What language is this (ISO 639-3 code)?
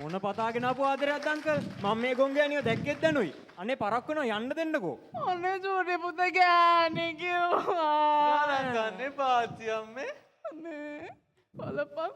sin